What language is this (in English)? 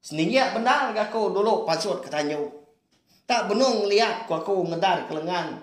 Iban